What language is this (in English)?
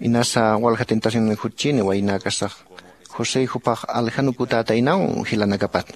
Aymara